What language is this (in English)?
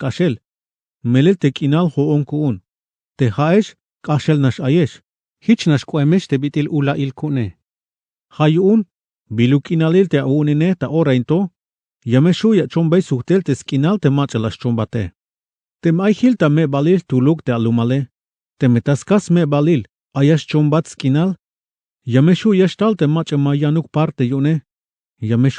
Tzeltal